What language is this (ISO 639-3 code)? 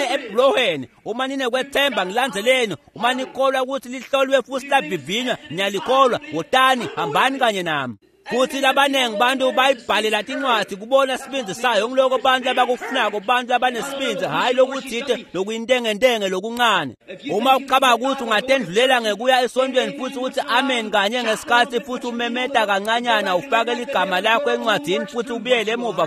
ssw